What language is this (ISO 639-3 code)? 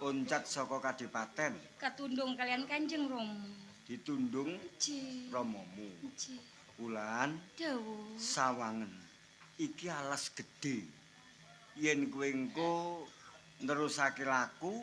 jav